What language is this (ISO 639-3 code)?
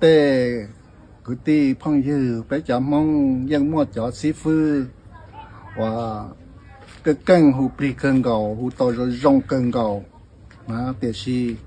hmn